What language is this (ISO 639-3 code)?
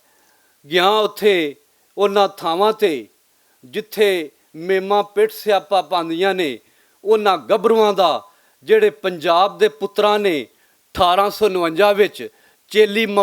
lah